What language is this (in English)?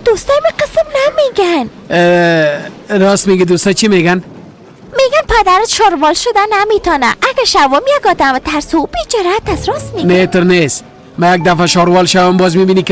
Persian